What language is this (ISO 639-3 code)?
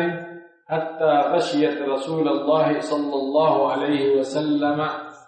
fuf